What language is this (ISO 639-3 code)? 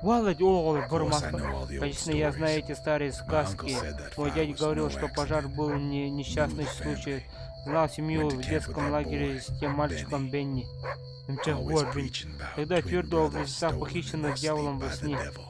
sah